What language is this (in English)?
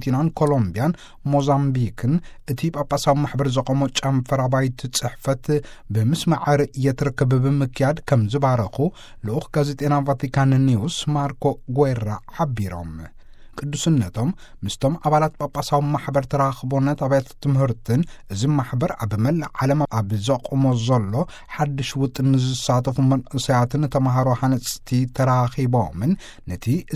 Tigrinya